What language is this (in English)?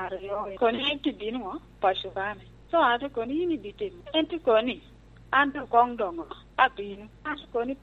Lango (Uganda)